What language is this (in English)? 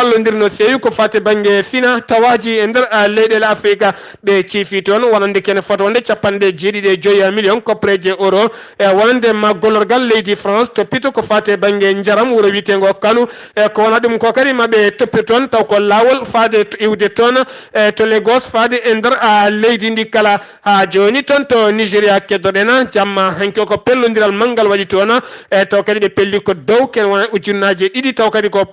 Fula